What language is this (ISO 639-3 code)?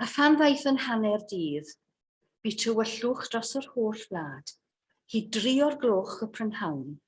cym